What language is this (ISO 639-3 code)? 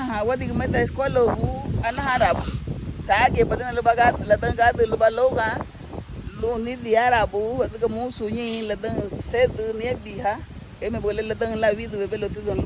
cab